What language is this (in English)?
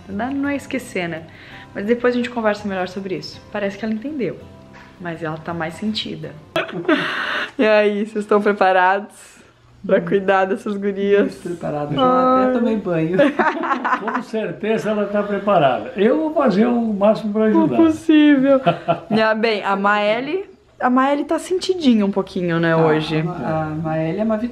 Portuguese